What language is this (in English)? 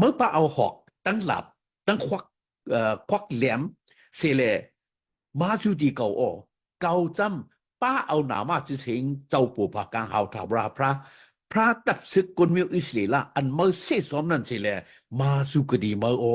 Shan